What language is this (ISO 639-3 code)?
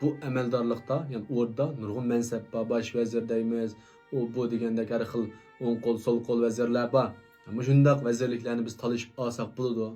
uig